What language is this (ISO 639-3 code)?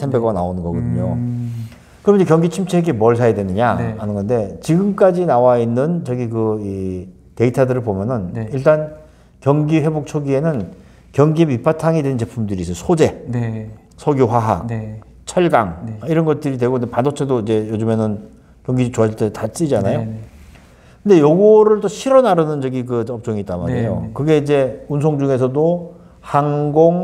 kor